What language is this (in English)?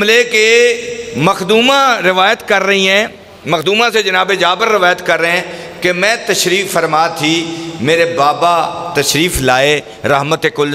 Urdu